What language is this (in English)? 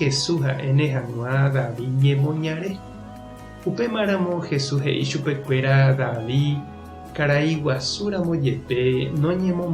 Guarani